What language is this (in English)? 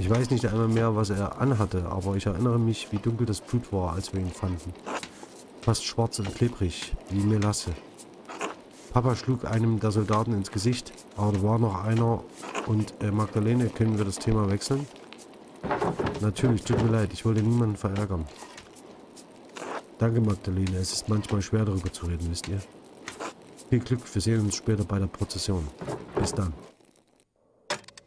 German